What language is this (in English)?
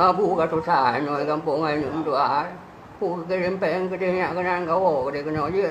Achinese